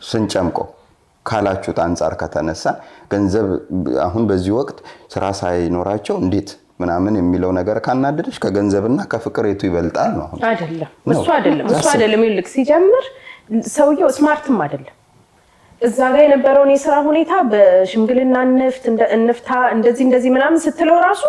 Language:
Amharic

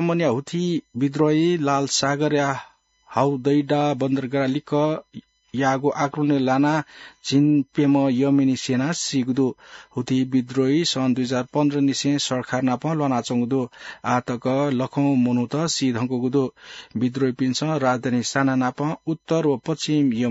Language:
Newari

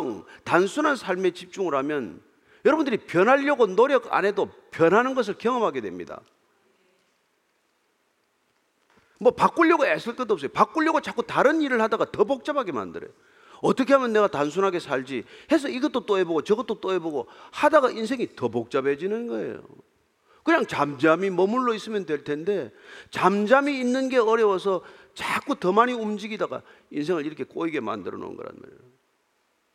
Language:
Korean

